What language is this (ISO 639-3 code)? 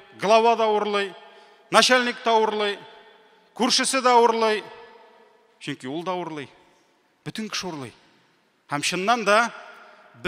tat